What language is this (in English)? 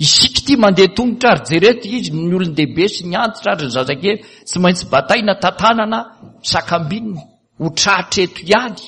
Malagasy